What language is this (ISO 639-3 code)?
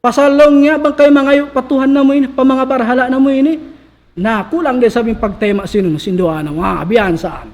tsg